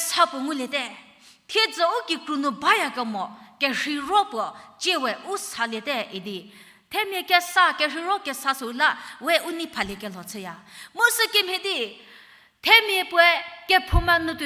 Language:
Angami Naga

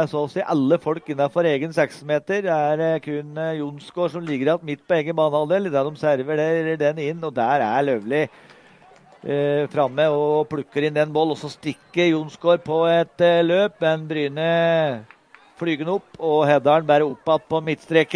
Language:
Norwegian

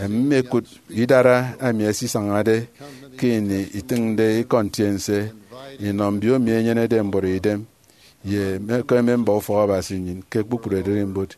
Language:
Efik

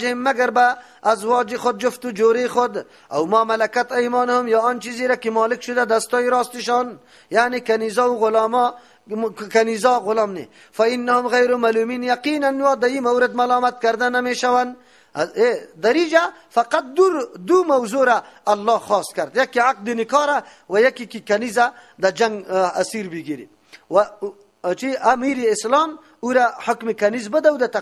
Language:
Persian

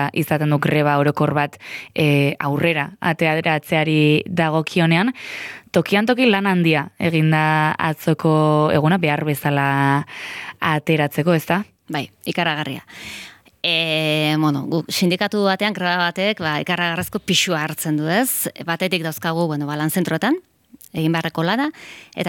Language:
Basque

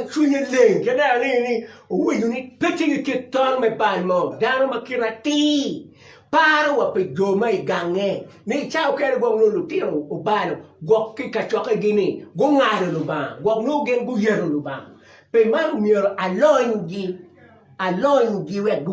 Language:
Acoli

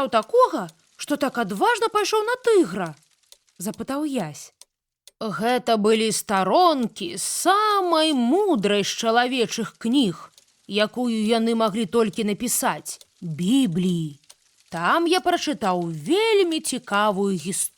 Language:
Belarusian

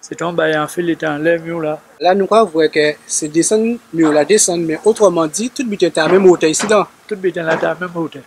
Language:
Guadeloupean Creole French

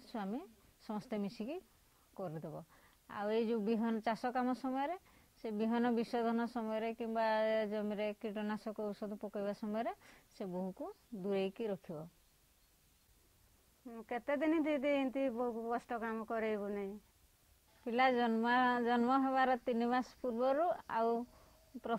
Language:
Odia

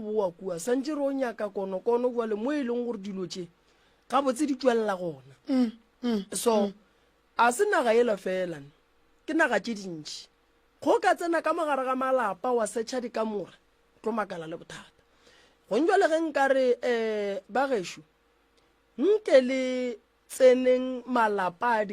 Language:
Northern Sotho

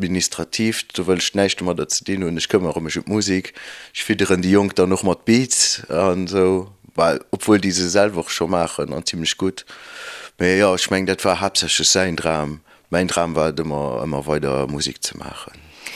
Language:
Luxembourgish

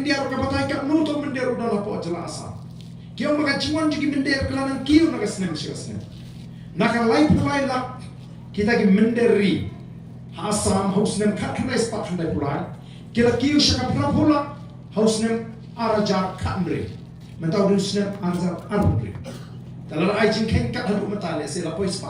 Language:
Khasi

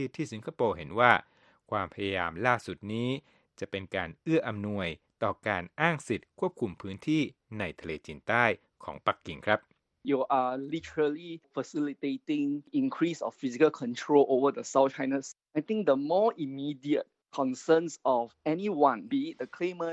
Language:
Thai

